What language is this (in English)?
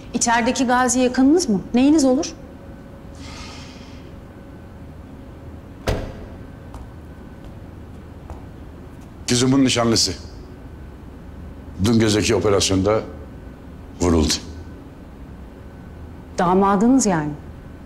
Turkish